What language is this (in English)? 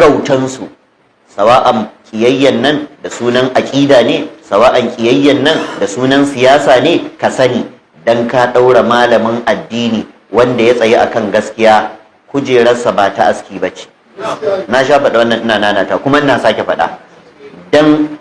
Hausa